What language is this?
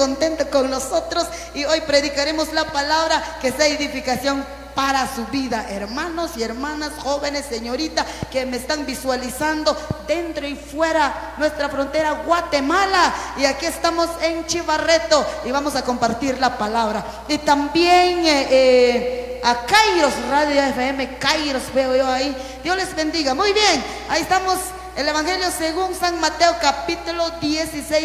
Spanish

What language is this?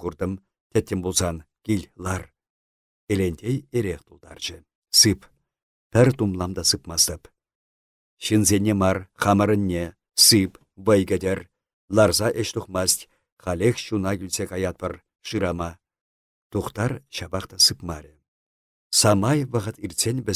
Chuvash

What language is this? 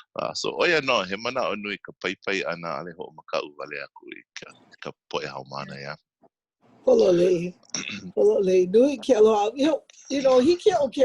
Hawaiian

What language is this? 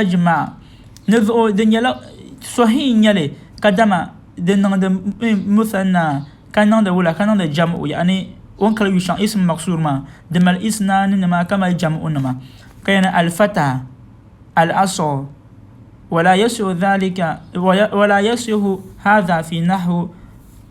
Dagbani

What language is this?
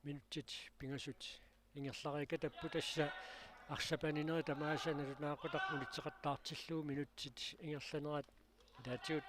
Kalaallisut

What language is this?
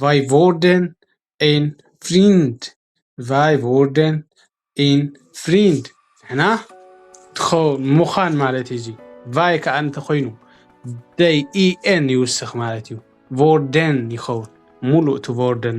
Tigrinya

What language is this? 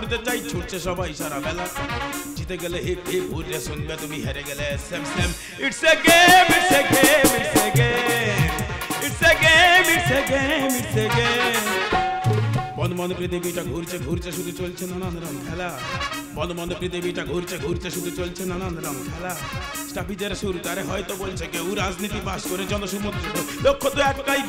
Bangla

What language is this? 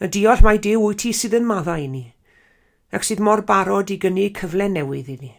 Welsh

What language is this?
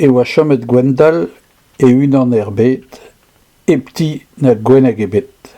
Breton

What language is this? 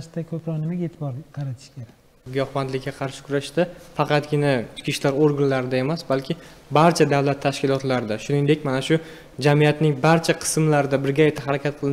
Uzbek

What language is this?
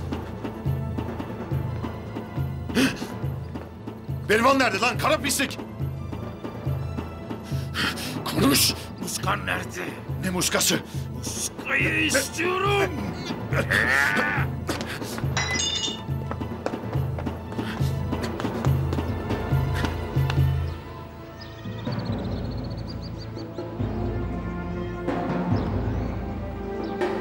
Turkish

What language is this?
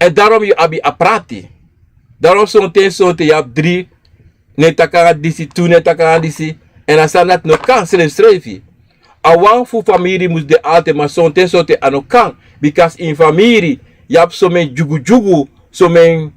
Sranan Tongo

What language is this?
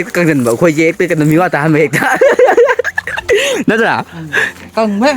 Manipuri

